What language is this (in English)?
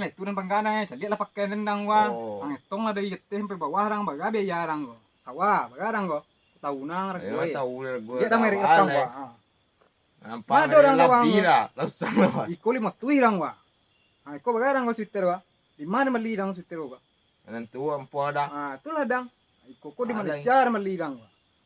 Minangkabau